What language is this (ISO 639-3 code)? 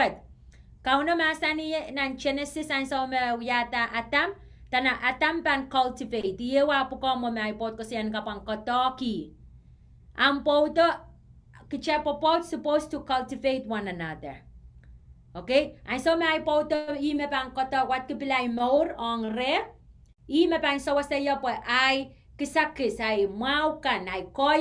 pon